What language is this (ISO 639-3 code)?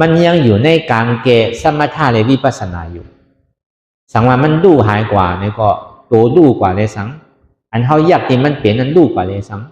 shn